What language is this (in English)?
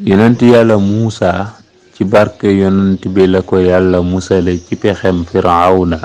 Wolof